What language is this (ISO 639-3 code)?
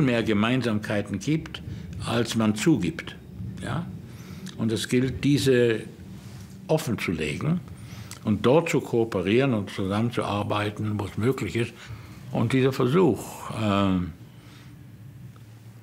deu